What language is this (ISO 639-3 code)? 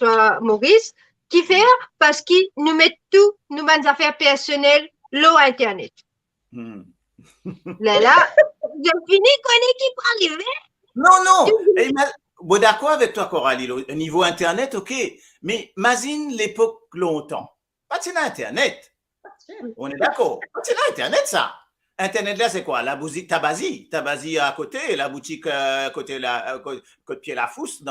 mfe